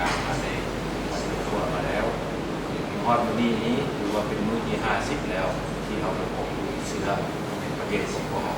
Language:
Lao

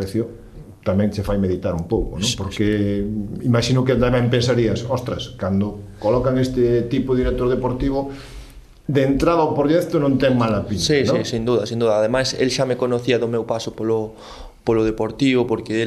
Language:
Galician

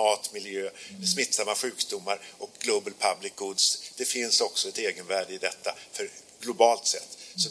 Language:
Swedish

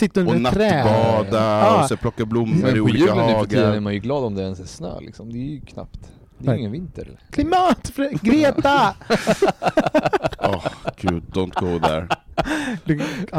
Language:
Swedish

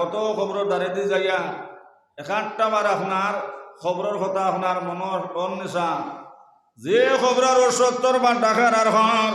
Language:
Sylheti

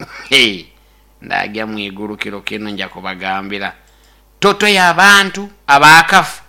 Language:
Nyoro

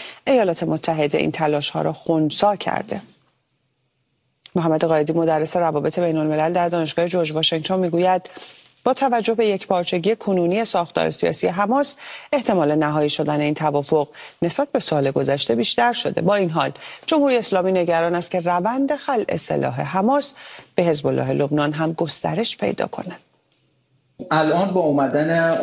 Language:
Persian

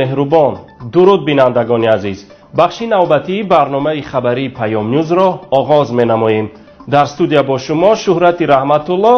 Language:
Tajik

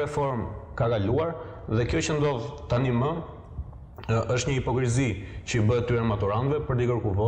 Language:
Albanian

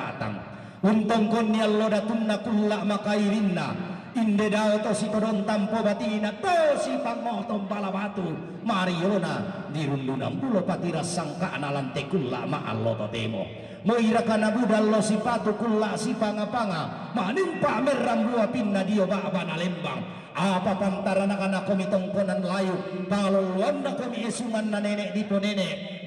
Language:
Toraja-Sa'dan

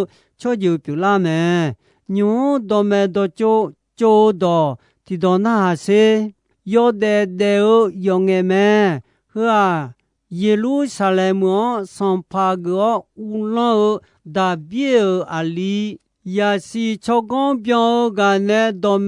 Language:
Akha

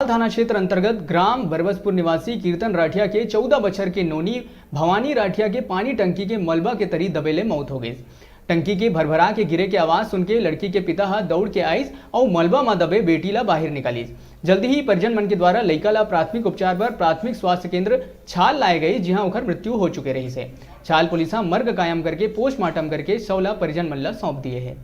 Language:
Chhattisgarhi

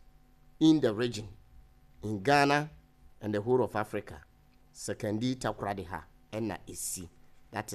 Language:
Akan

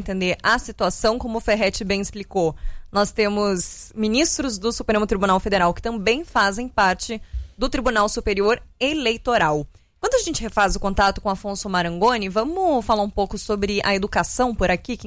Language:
Portuguese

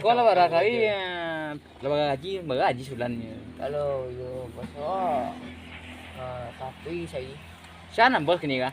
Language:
Minangkabau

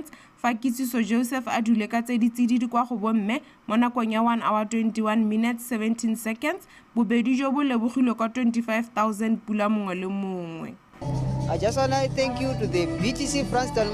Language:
Tswana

